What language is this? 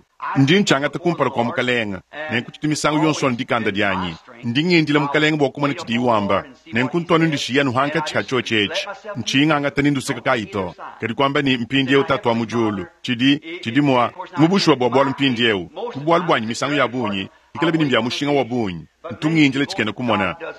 Luba-Lulua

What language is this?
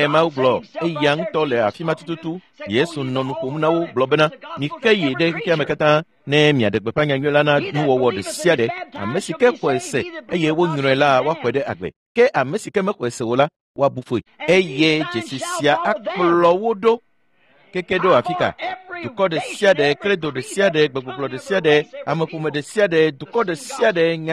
Ewe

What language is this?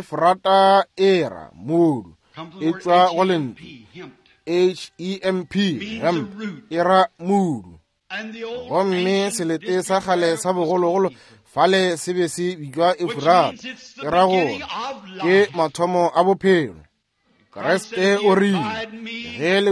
Northern Sotho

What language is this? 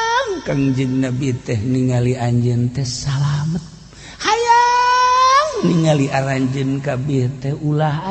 Sundanese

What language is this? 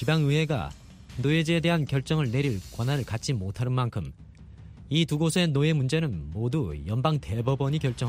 Korean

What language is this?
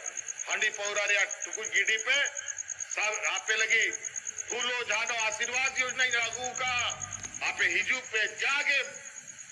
Santali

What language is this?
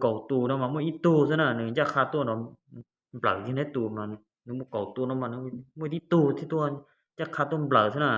Hmong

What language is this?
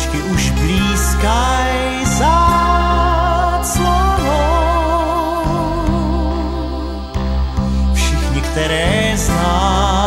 Czech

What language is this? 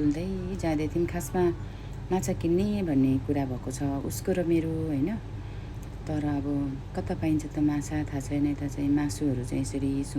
Nepali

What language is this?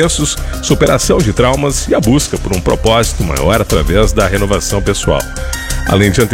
Portuguese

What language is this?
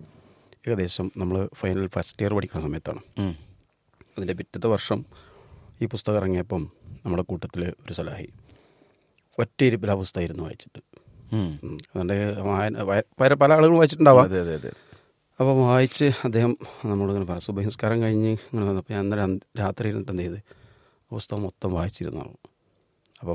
Malayalam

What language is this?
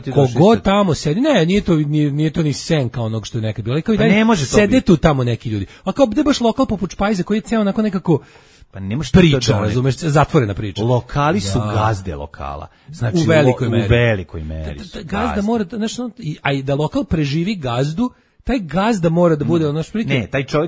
Serbian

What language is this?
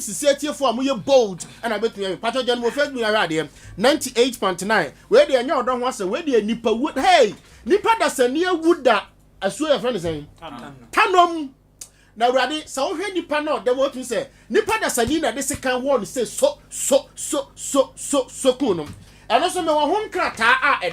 Akan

